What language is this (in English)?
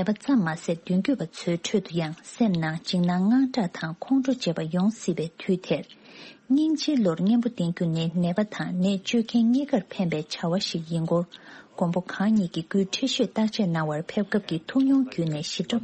Tibetan